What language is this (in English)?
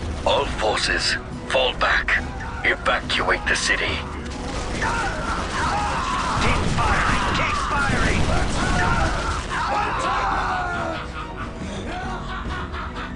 English